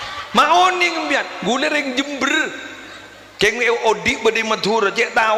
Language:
Madurese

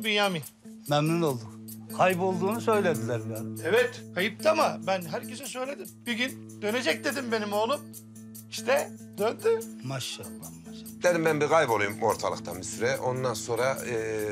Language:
Turkish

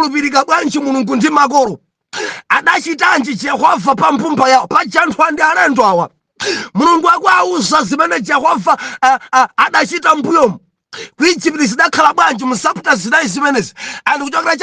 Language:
Nyanja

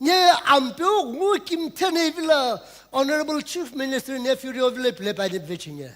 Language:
Sumi Naga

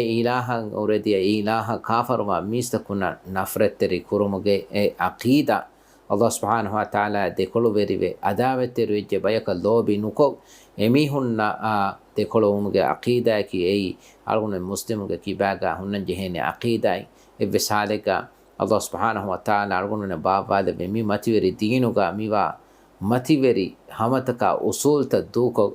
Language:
Divehi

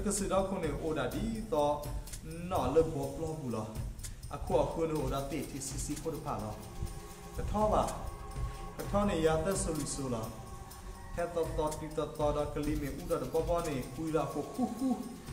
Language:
S'gaw Karen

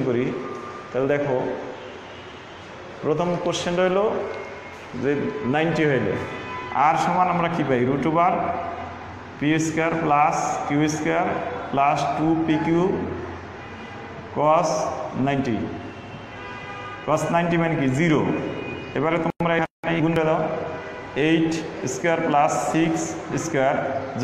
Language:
Bangla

